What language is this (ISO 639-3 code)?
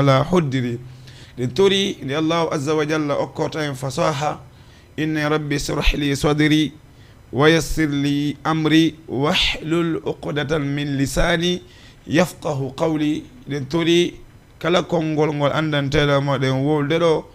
ful